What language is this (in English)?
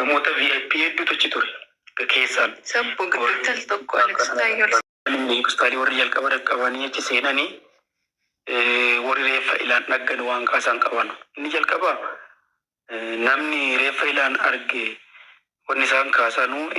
Oromo